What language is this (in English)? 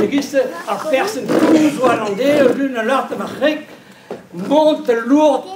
Breton